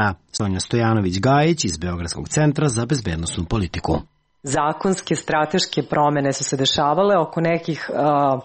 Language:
Serbian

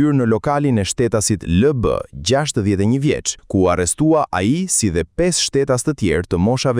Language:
Albanian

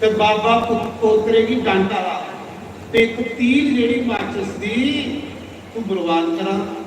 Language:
Dogri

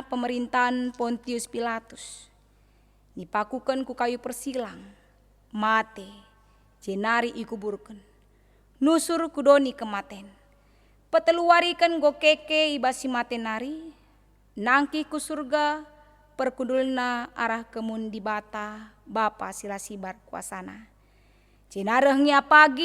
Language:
Batak Karo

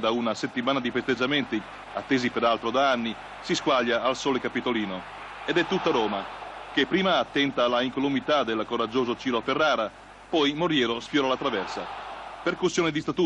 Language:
Italian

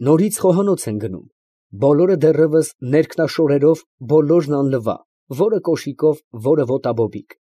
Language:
Armenian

